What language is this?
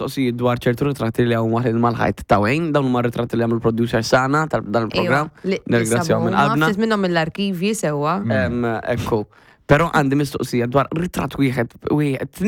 Maltese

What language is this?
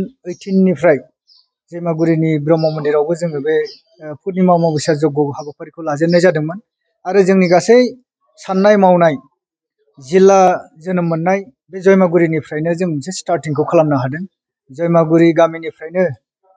Bodo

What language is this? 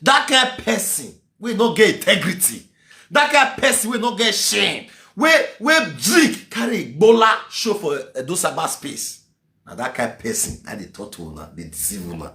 Nigerian Pidgin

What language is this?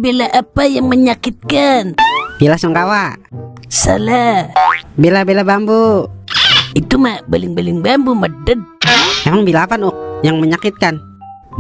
Betawi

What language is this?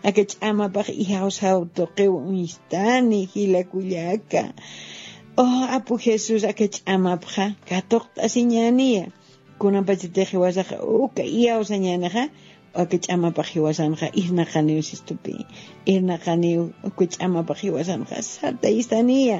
Aymara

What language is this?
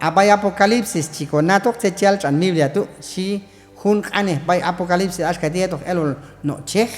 Q'anjob'al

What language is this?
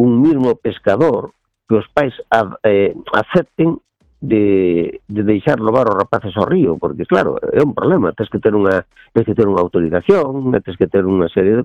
Galician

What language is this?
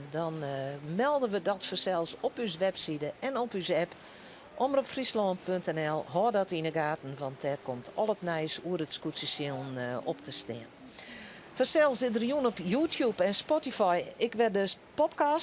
Western Frisian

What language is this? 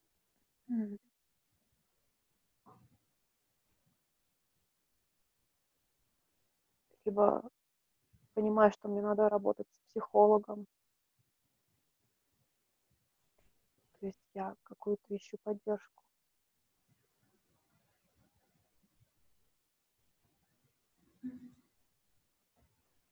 Russian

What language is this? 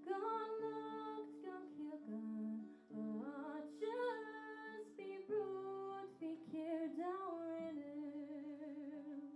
Irish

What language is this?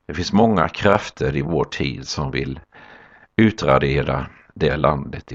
Swedish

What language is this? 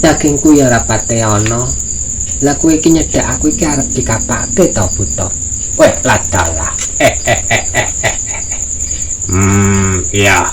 Javanese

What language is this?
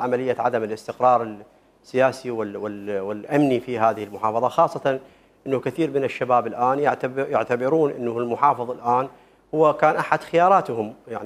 Mesopotamian Arabic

